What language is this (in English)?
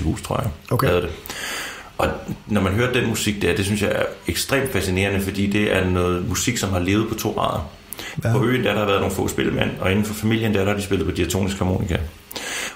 Danish